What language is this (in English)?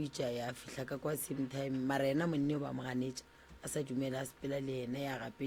Northern Sotho